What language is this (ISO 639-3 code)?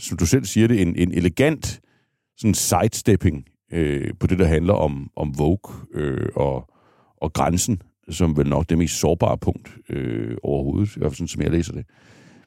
dan